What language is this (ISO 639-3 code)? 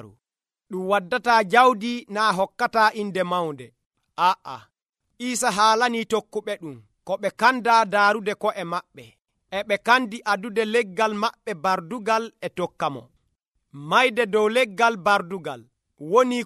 fuv